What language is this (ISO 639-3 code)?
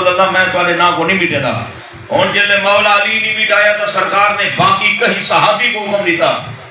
skr